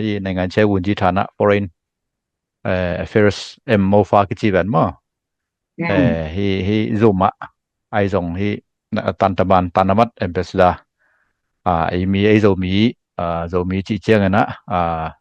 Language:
Tedim Chin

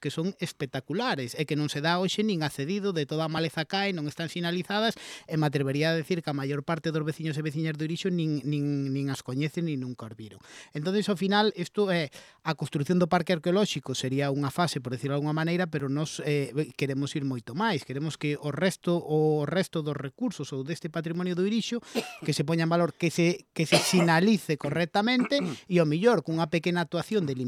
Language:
Galician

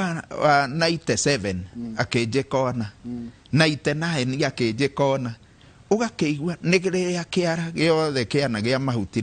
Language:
Kikuyu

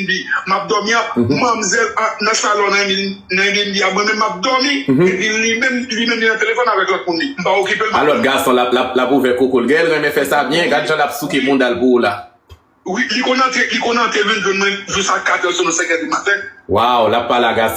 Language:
Haitian Creole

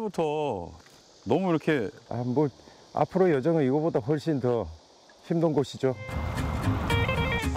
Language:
Korean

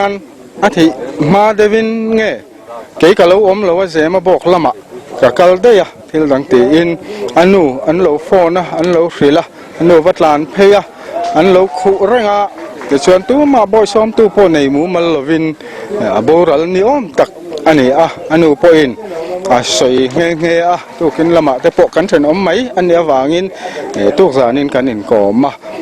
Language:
Mizo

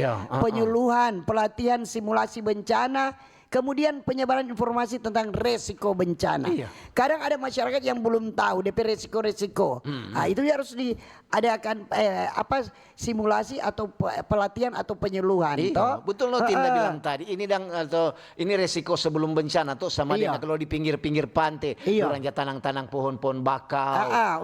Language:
Manado Malay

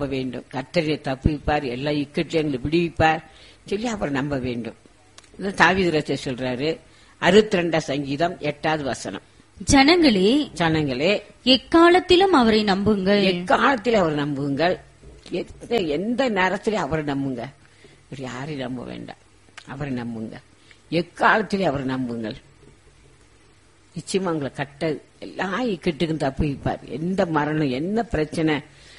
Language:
Tamil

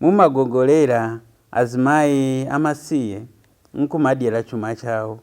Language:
Nyanja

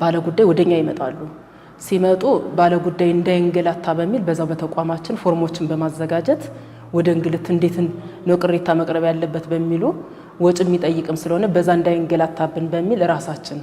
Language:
Amharic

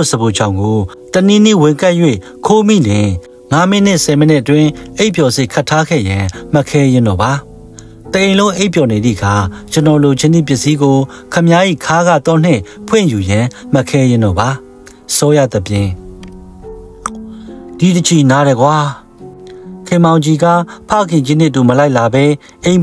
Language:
Burmese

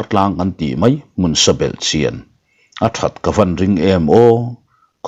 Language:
Mizo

